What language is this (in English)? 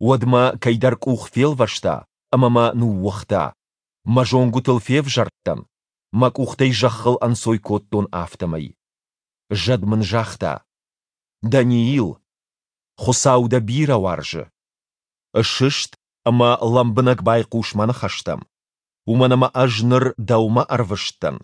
Ossetic